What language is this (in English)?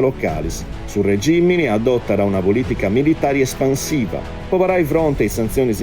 Sardinian